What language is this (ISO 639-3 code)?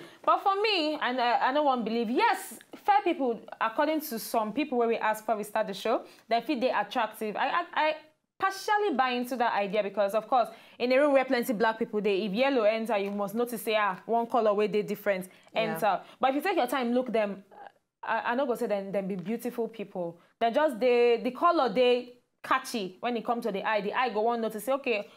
pcm